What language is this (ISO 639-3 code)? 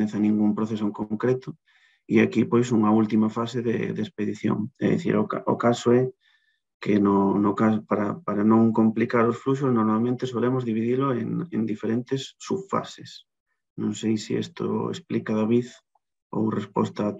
glg